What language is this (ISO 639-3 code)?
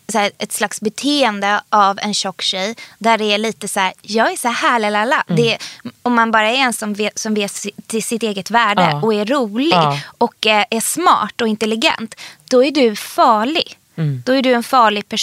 swe